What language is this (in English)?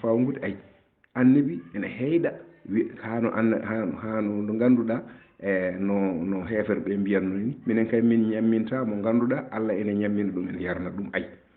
Fula